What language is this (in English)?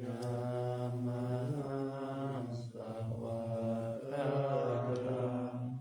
Pali